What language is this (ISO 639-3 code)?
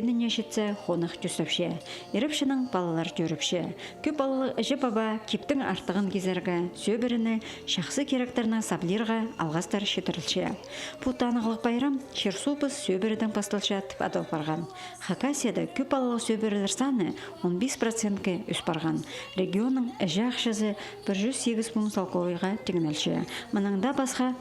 kjh